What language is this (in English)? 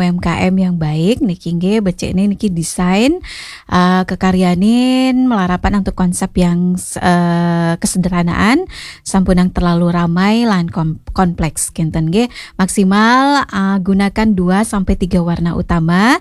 Balinese